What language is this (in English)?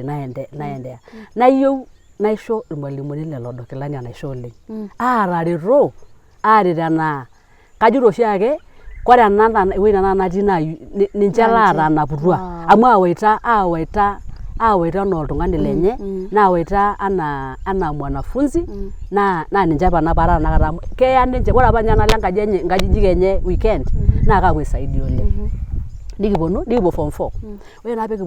Masai